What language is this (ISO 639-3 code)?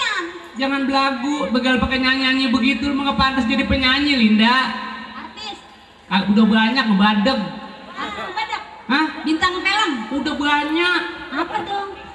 bew